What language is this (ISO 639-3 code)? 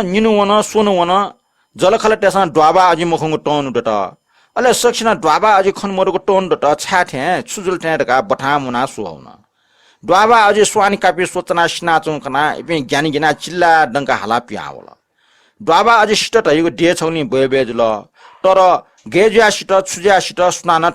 new